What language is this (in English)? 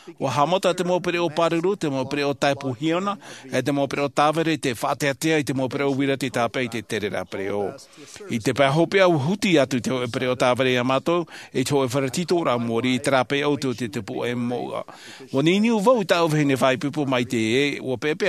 Tahitian